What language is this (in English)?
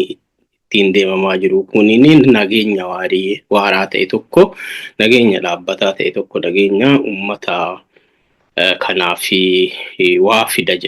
Oromo